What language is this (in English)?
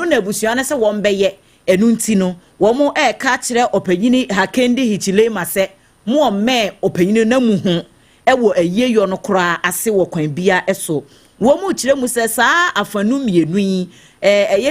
Akan